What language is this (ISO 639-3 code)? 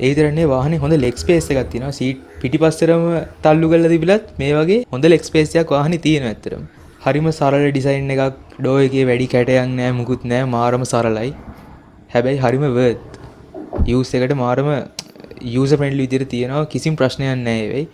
sin